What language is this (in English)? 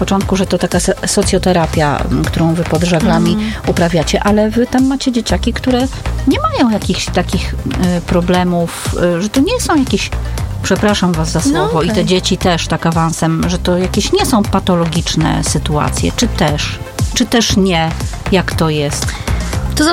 Polish